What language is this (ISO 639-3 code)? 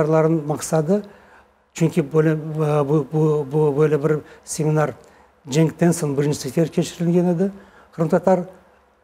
crh